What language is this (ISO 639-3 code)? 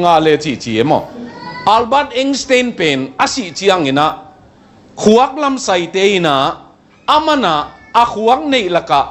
ctd